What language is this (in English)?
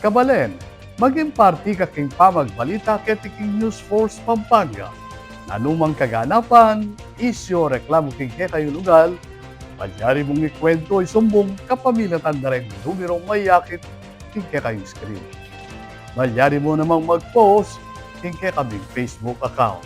Pampanga